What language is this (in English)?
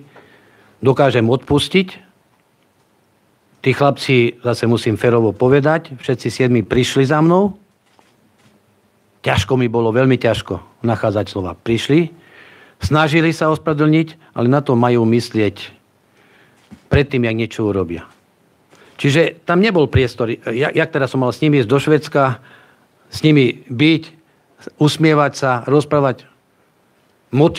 Slovak